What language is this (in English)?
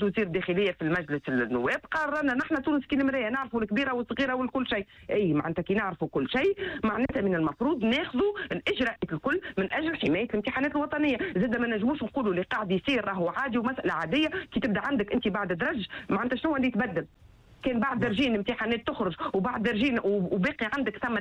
Tunisian Arabic